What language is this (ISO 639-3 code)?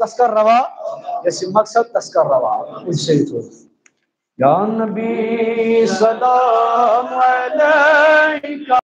kas